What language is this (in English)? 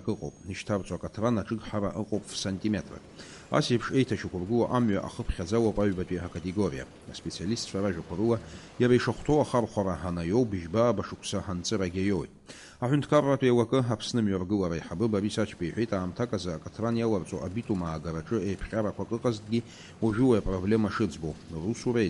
Abkhazian